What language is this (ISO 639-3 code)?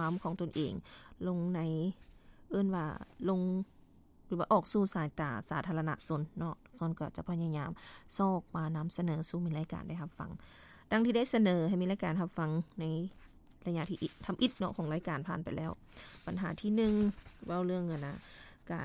lao